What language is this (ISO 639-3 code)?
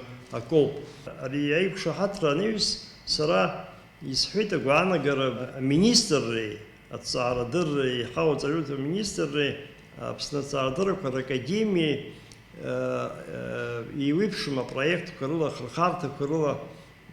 abk